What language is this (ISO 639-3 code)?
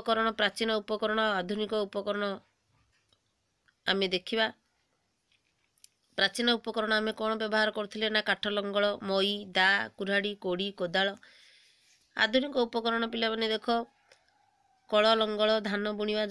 ori